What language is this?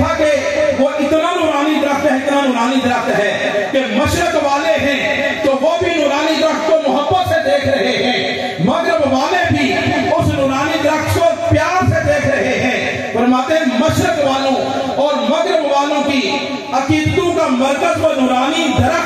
Urdu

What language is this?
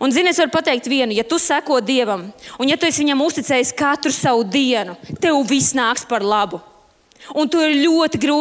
Latvian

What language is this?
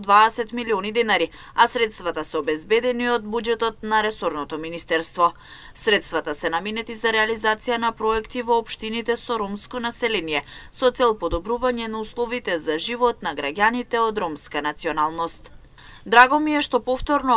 Macedonian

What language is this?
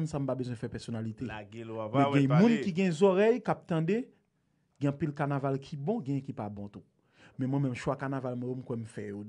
Haitian Creole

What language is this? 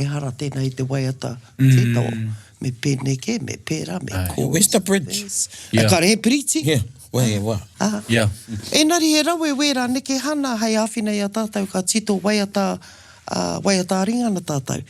Māori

